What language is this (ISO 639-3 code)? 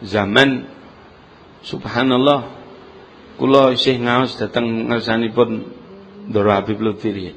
jav